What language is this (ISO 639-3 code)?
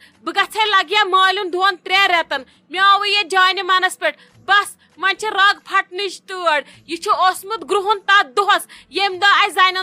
kas